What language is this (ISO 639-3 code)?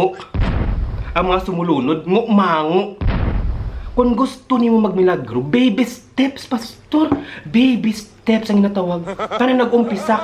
hil